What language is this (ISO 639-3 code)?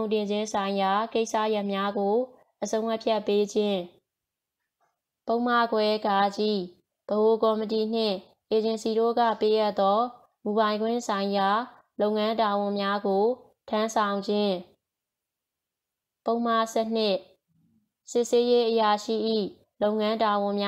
mya